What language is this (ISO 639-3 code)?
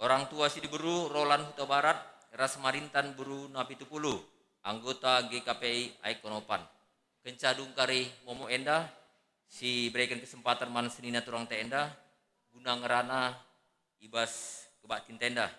btx